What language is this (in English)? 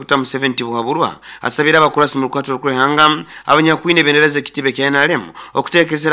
Nyoro